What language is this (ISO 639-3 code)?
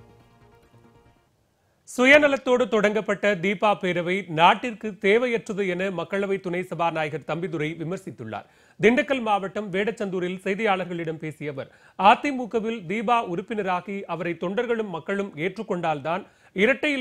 tam